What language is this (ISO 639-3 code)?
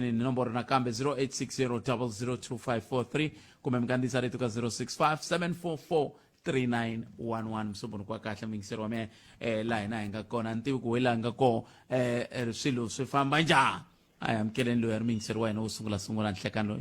tso